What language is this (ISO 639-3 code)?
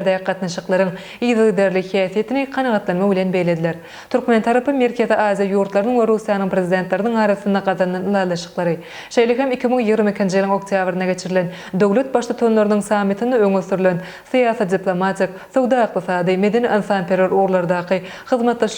tuk